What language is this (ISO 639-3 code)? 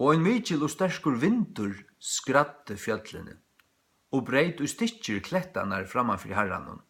fao